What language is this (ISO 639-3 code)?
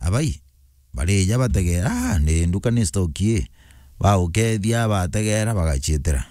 mer